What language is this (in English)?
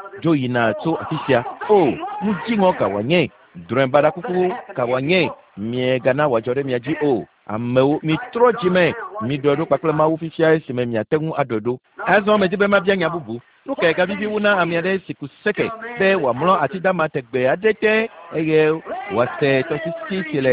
Ewe